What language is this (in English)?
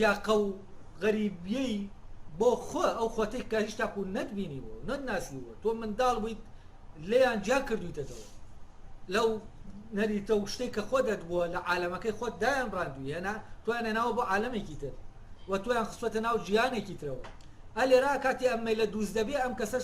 Central Kurdish